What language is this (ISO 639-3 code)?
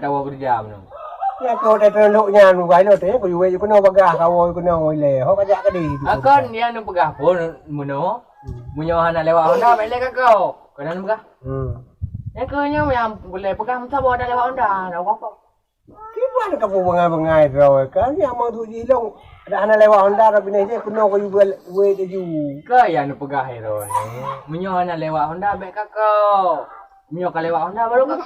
ace